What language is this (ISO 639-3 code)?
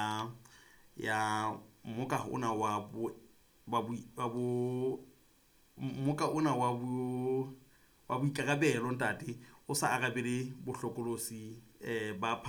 sot